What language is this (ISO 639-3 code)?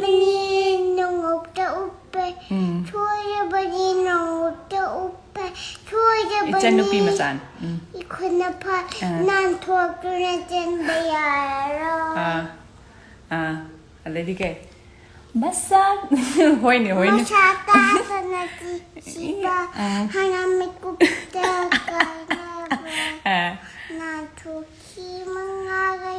mni